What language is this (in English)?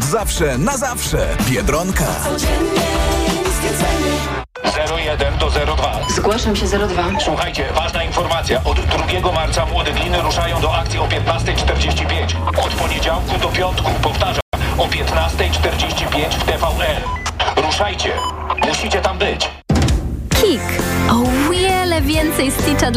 Polish